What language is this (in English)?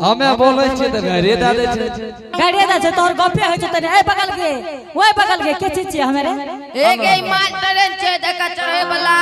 Angika